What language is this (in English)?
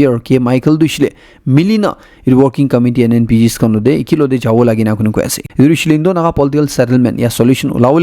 Naga Pidgin